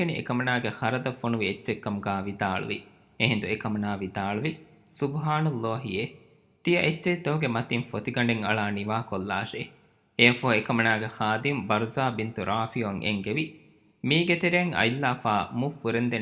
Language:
Divehi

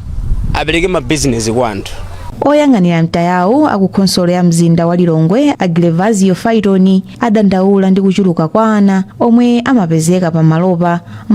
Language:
Nyanja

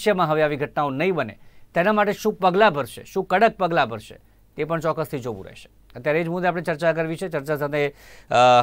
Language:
Gujarati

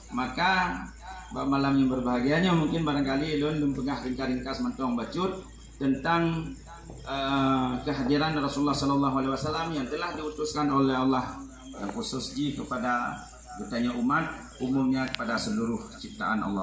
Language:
Achinese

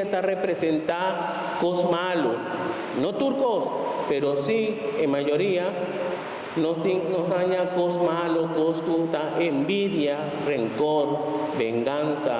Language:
Papiamento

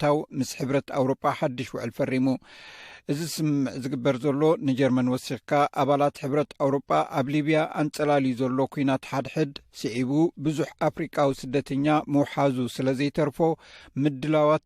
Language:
Tigrinya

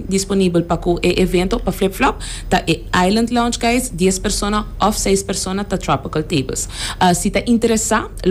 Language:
Papiamento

